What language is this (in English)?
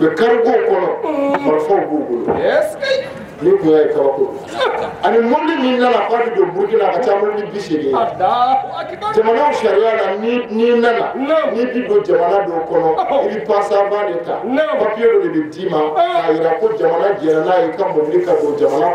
Bambara